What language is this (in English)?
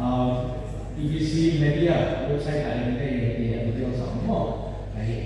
Paite Chin